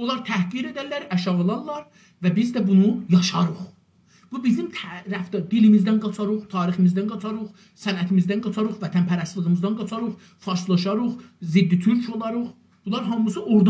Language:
South Azerbaijani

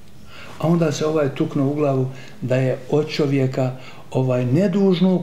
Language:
Bosnian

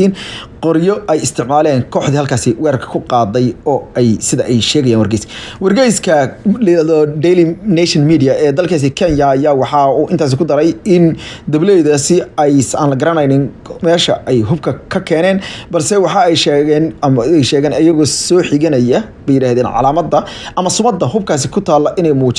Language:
Somali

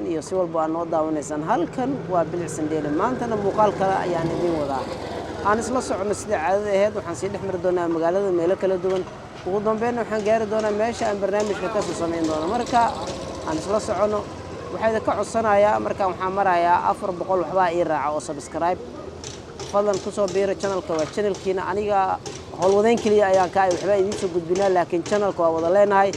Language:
Somali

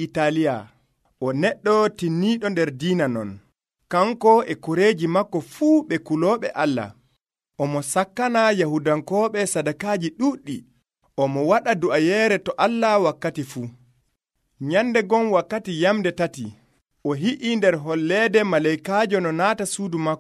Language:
Nigerian Fulfulde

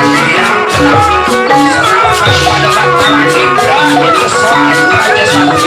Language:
Betawi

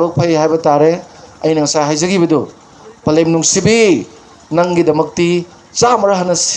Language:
Manipuri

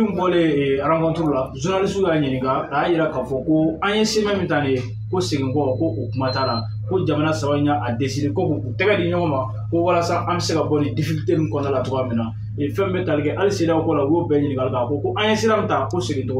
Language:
Bambara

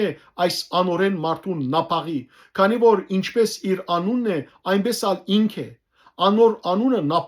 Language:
Western Armenian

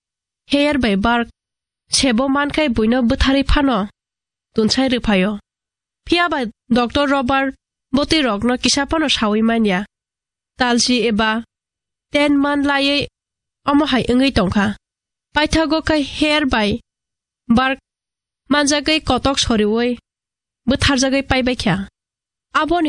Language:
Kok Borok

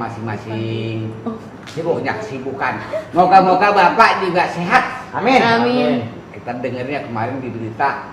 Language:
Betawi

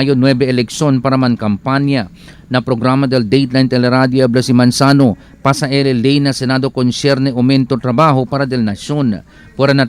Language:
Chavacano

